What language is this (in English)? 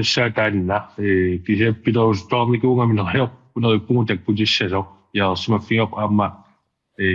Kalaallisut